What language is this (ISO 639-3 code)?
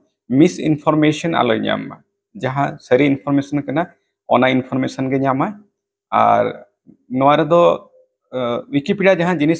sat